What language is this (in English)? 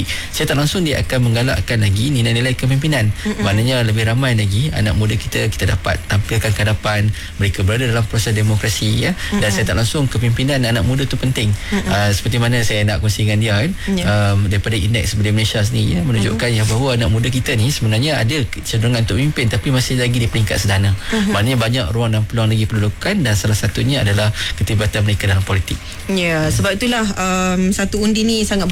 Malay